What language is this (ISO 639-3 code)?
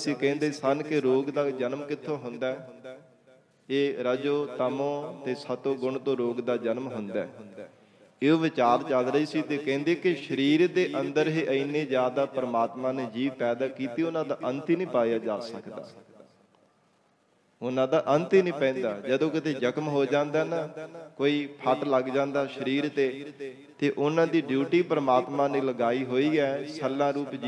pan